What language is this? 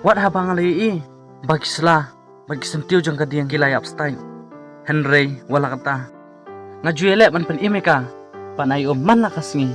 Khasi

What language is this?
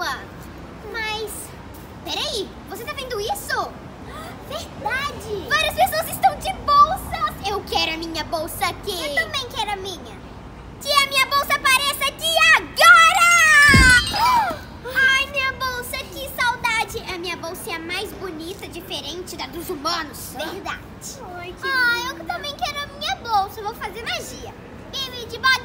Portuguese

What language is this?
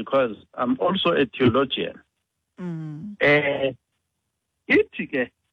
Xhosa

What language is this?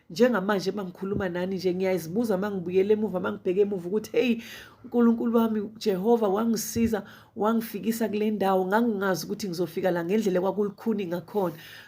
Zulu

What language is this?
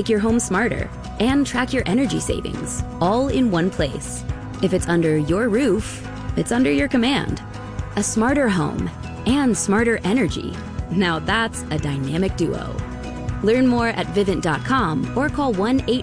English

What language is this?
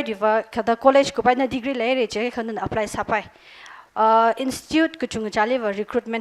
Tangkhul Naga (India)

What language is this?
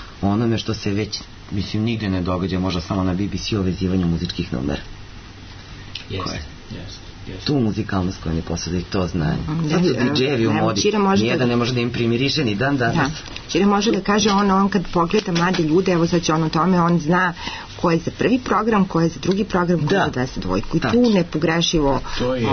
Serbian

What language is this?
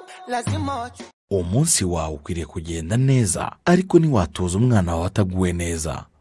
Kinyarwanda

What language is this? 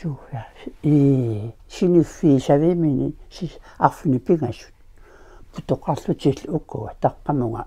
Kalaallisut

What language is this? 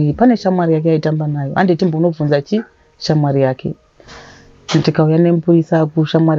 Shona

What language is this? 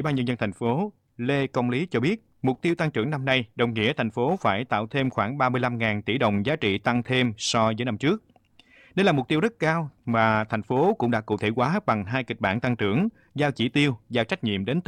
Vietnamese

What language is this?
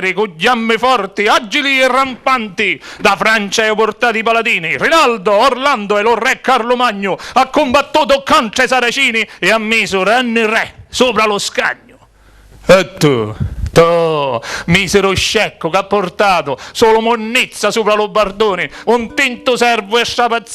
Sicilian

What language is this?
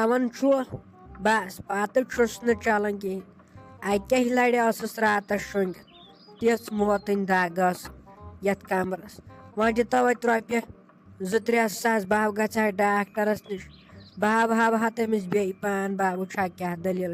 Kashmiri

